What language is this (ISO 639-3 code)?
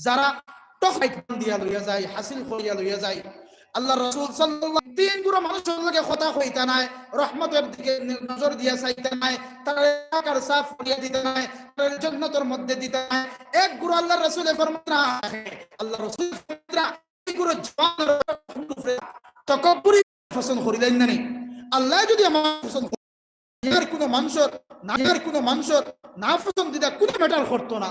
syl